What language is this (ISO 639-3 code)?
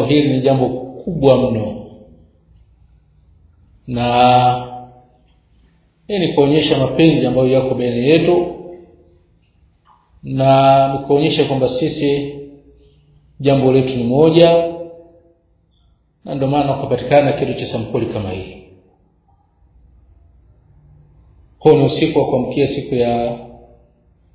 swa